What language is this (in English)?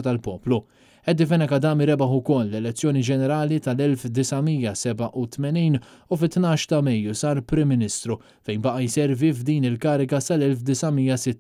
Maltese